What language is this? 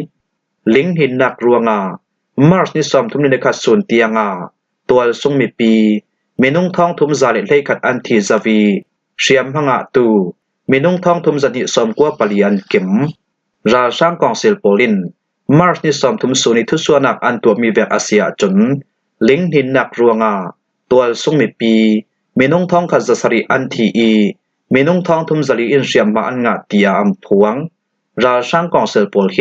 Falam Chin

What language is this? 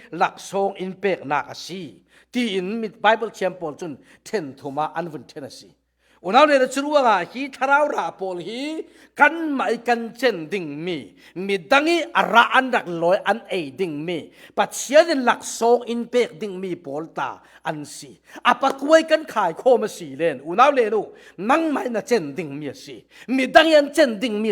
Falam Chin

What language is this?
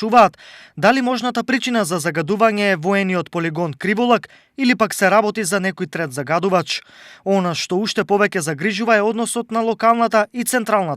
Macedonian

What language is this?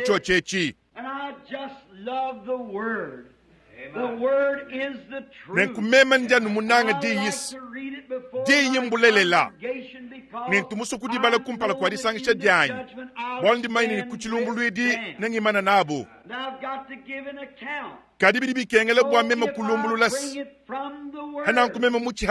Luba-Lulua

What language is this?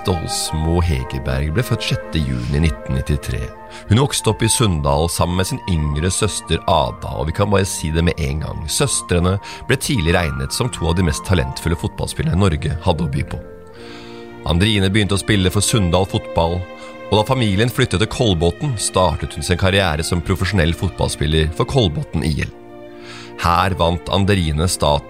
Norwegian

